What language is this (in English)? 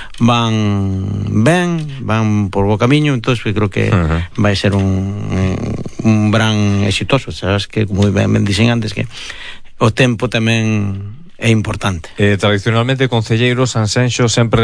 Galician